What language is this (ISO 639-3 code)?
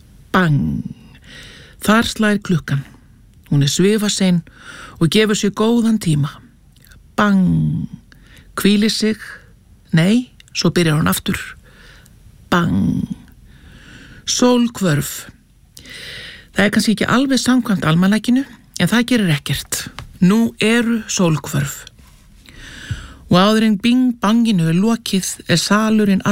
isl